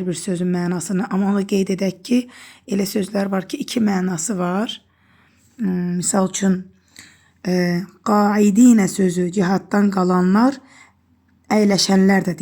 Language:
Azerbaijani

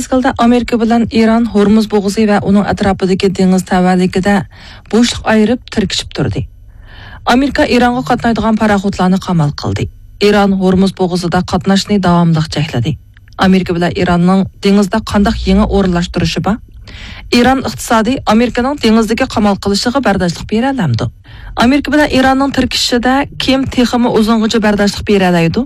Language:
Uyghur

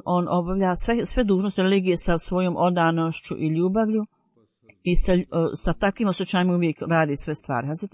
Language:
Bosnian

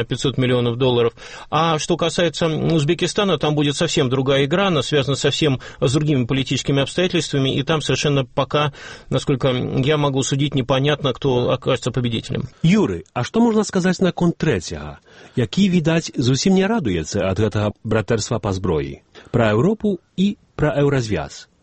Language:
Belarusian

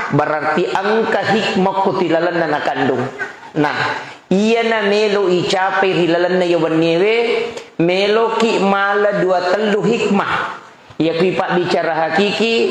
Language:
Buginese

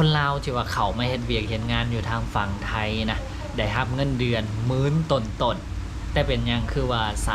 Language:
Lao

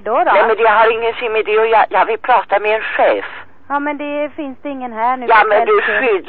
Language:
Swedish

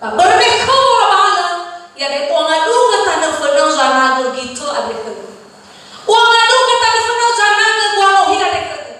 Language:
Nias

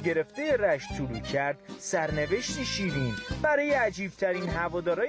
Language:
Gilaki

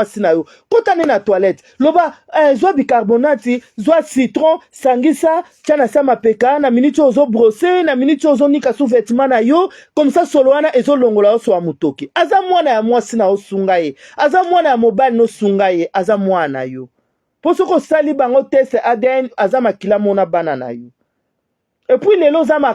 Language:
Lingala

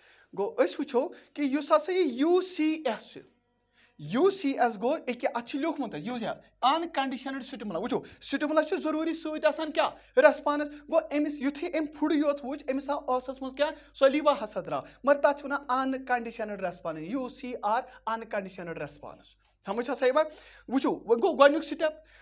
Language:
Kashmiri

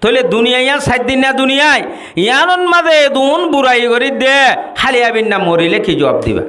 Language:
Rohingya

